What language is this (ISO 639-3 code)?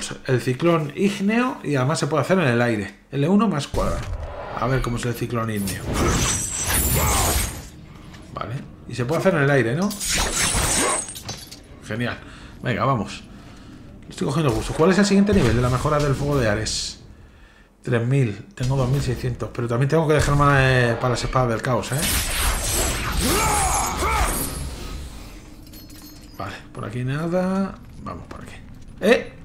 spa